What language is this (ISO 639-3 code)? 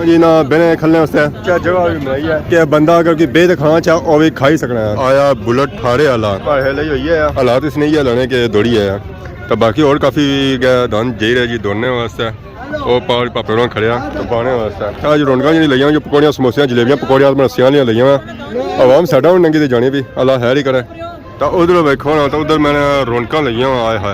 phr